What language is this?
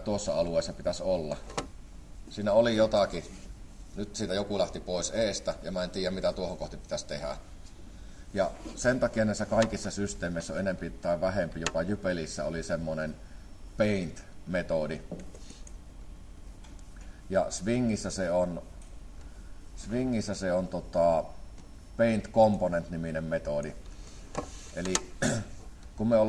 Finnish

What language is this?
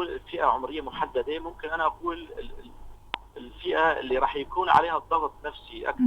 North Levantine Arabic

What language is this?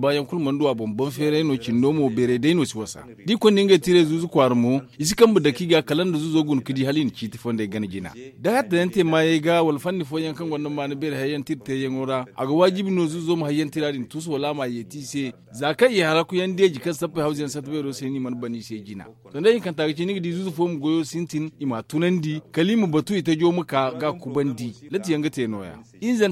Zarma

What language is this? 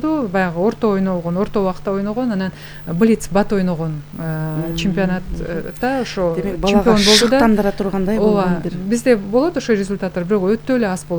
Kyrgyz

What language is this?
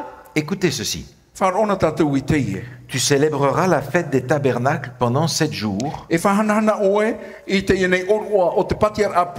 Tahitian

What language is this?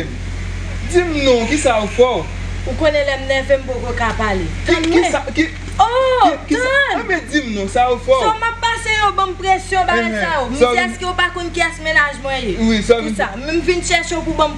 Haitian Creole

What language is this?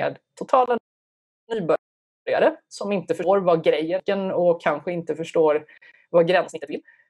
Swedish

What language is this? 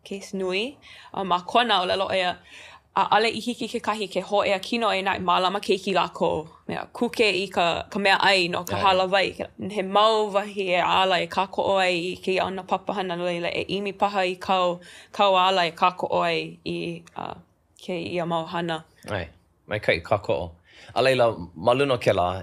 Hawaiian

